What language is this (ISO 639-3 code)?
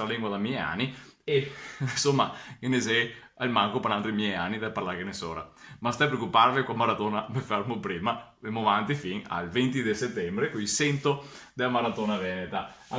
vec